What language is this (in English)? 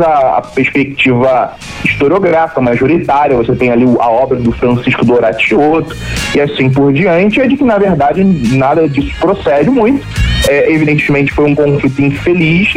Portuguese